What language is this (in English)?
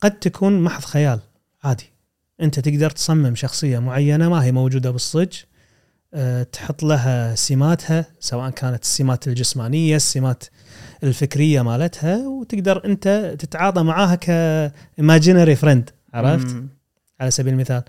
Gulf Arabic